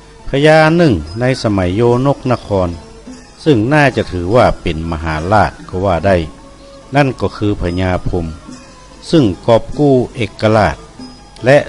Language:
Northern Thai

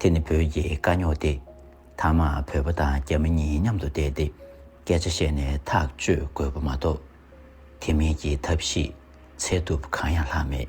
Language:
Tibetan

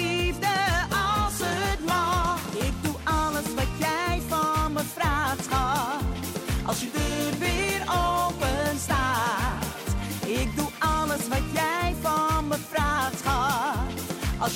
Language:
Dutch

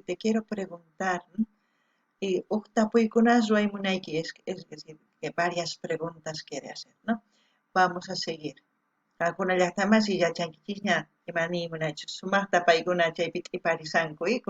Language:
South Bolivian Quechua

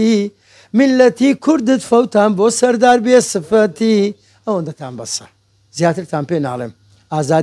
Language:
Central Kurdish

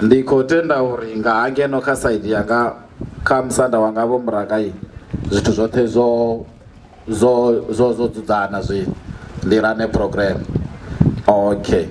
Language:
Venda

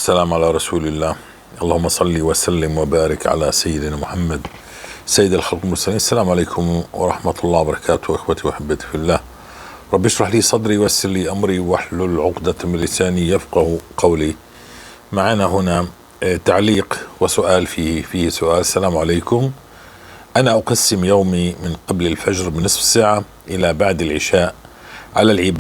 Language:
North Levantine Arabic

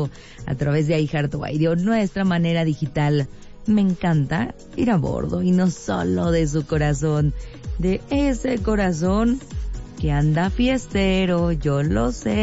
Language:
Spanish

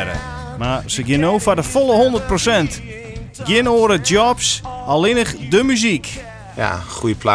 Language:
Western Frisian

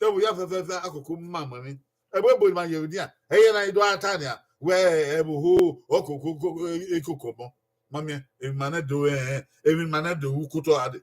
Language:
Bini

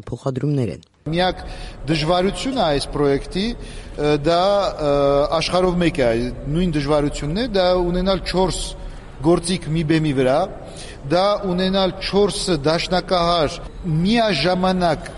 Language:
Armenian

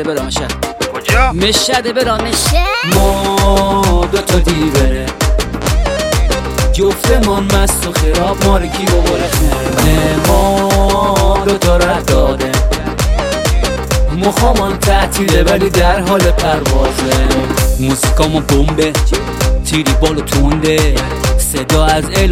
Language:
Persian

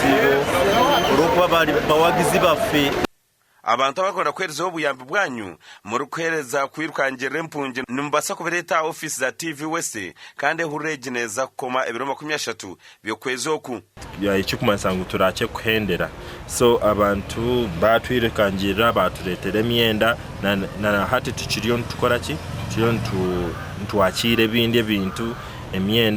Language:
Nyankole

